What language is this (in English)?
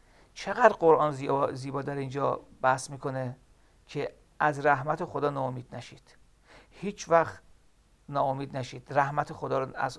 Persian